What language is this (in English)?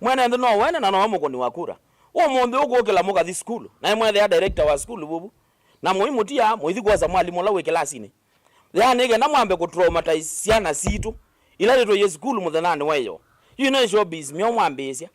Kamba